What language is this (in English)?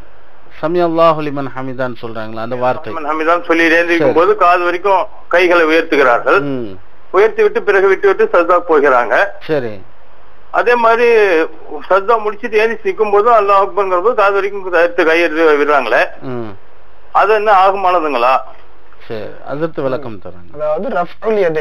Tamil